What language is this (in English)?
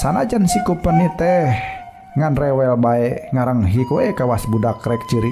Sundanese